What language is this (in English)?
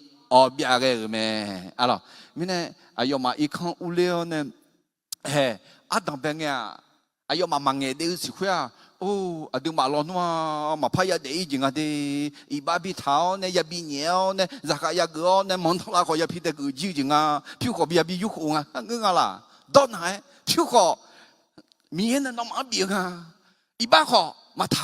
Akha